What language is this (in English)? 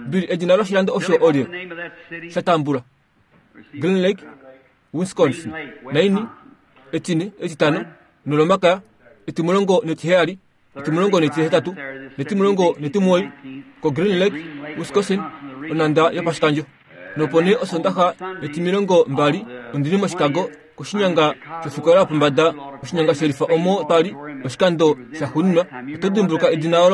Kuanyama